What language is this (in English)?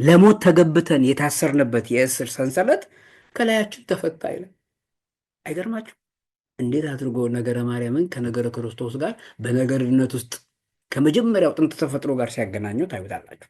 Amharic